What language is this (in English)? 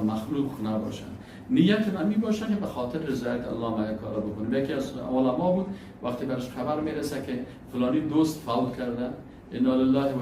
Persian